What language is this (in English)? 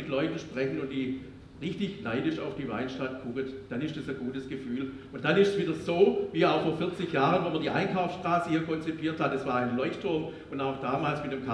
German